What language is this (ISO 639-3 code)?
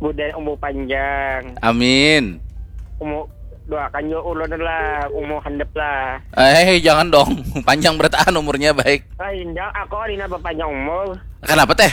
bjn